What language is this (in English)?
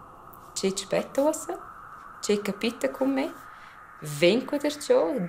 Romansh